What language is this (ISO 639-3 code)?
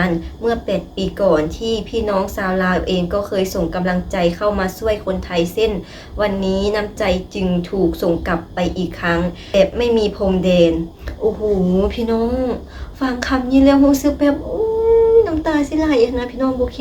lao